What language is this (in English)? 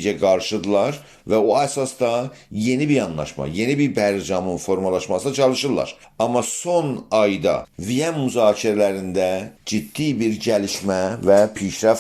South Azerbaijani